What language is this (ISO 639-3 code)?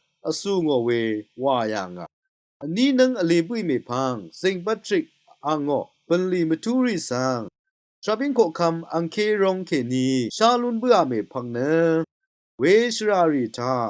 raw